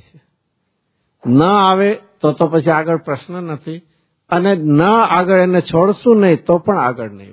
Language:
Gujarati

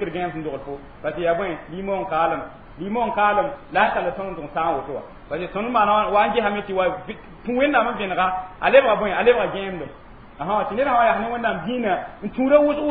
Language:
Mossi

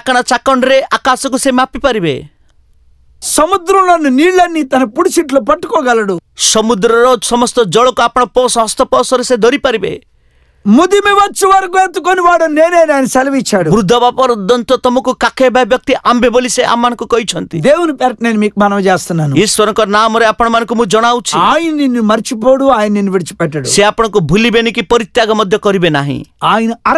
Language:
Odia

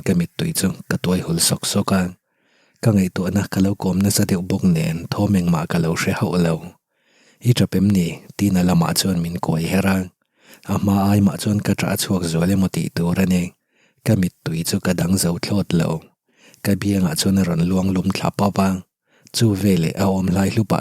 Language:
Mizo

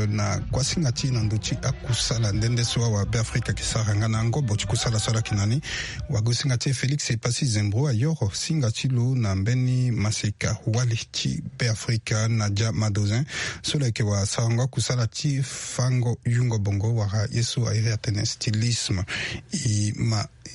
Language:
Sango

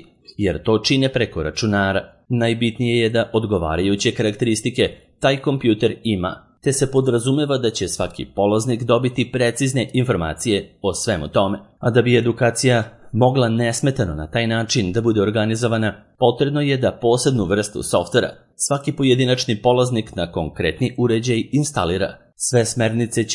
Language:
Serbian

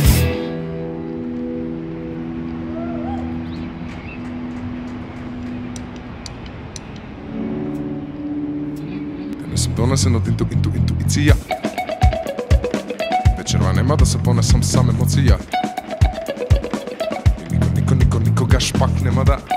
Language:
Macedonian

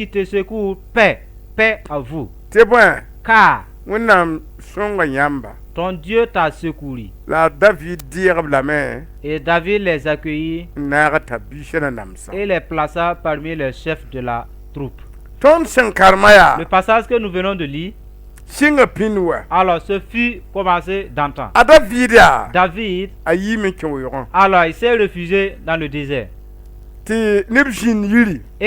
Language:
Mossi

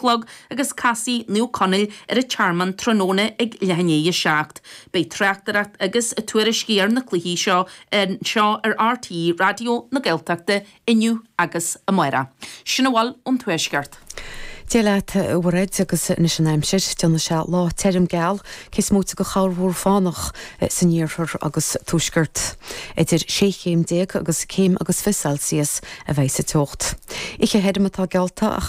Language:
Irish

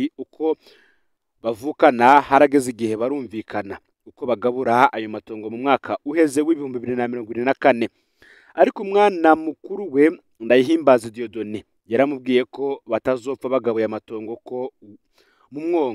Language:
Rundi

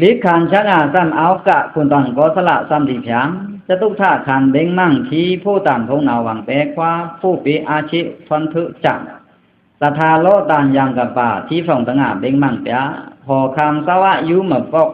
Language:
Pa'o Karen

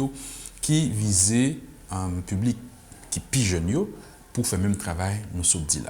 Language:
Haitian Creole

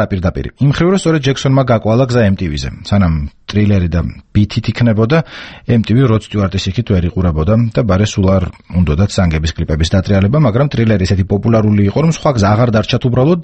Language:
Georgian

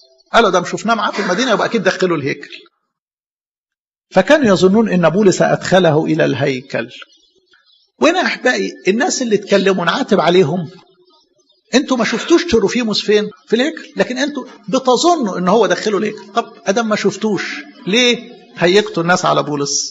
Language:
Egyptian Arabic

